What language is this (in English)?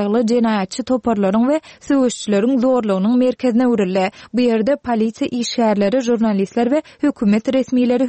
Turkmen